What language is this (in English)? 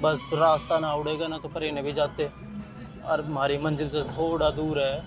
Haryanvi